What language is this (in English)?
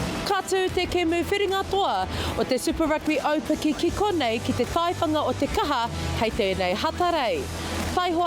Māori